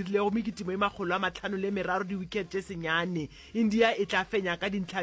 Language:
Northern Sotho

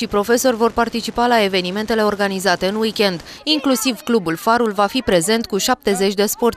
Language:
Romanian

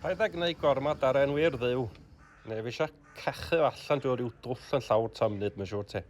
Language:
Welsh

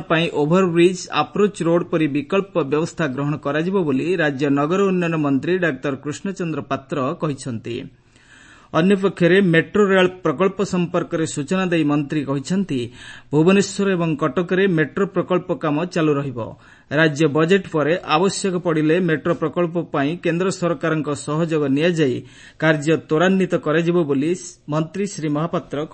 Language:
Odia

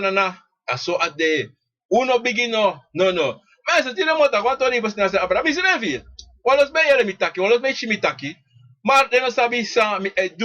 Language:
Sranan Tongo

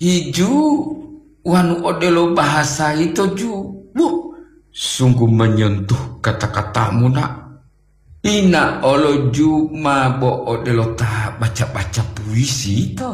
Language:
Gorontalo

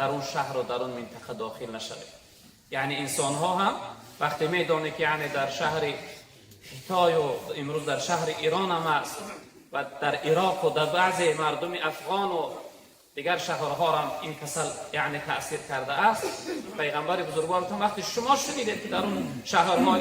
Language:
Tajik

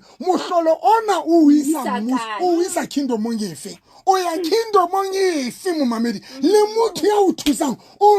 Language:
Southern Sotho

